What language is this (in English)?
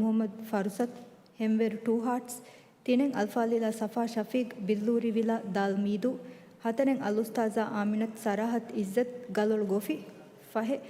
Divehi